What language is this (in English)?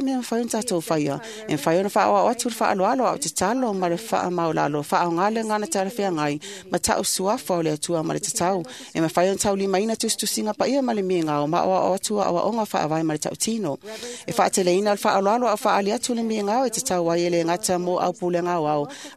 Samoan